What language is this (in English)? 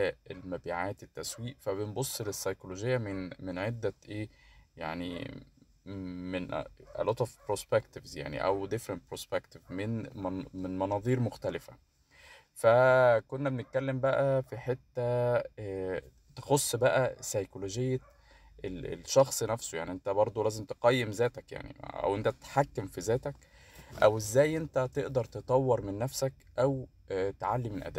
Egyptian Arabic